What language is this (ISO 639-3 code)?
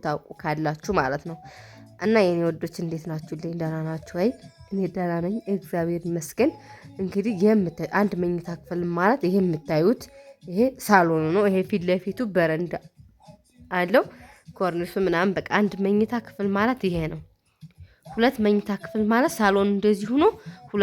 amh